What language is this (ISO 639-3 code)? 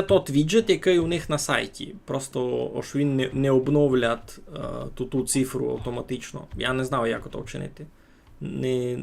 rue